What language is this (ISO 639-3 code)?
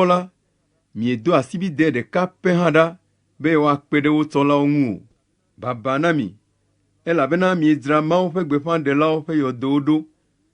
ewe